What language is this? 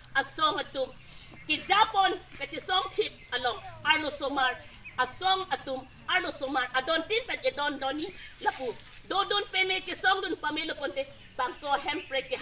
Karbi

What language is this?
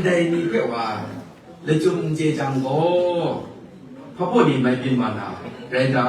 Kachin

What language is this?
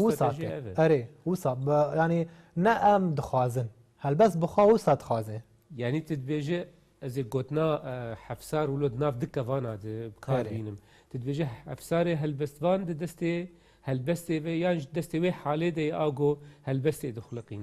Kurdish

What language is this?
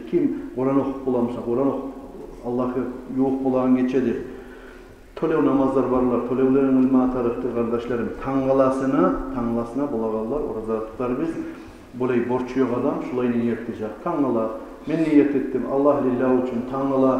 Kumyk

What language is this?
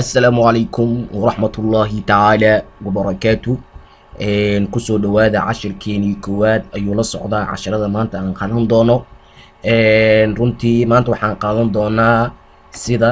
Somali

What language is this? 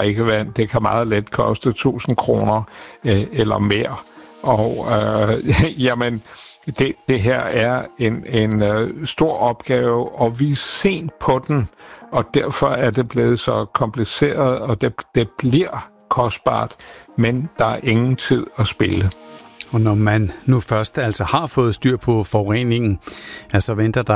Danish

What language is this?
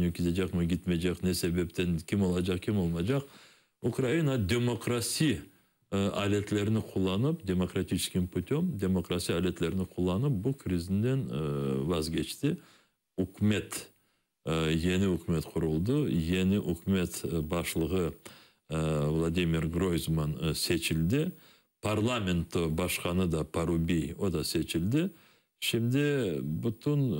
Crimean Tatar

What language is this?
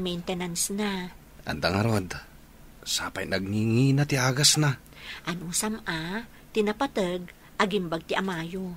Iloko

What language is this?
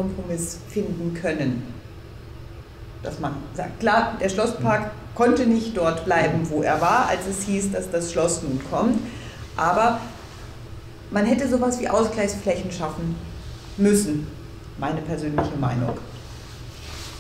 German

